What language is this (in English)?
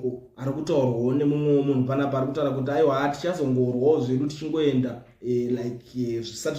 Shona